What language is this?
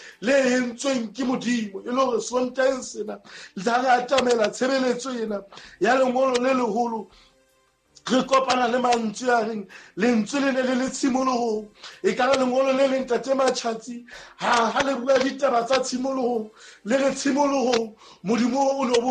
Southern Sotho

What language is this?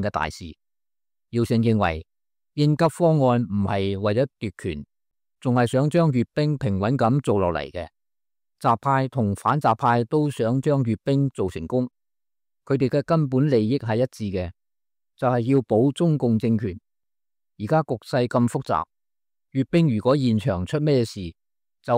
Cantonese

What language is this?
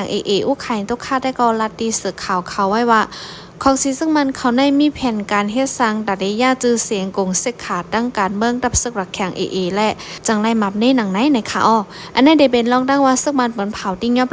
Shan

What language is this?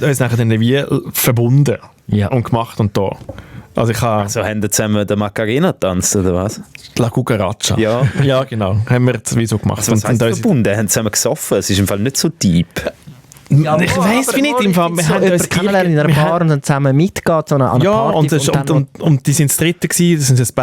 Swiss German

